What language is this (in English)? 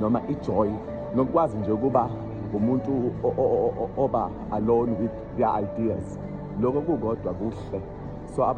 Zulu